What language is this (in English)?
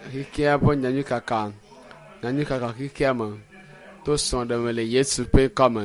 Ewe